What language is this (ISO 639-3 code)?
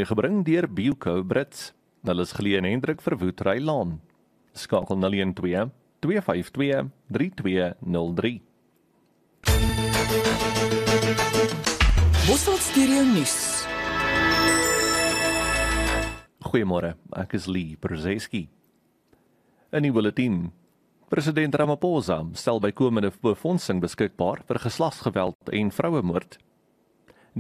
afr